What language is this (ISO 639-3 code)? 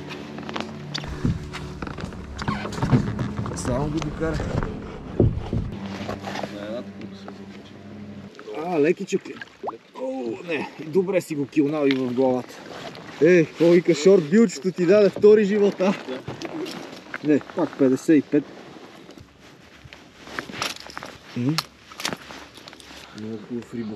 bul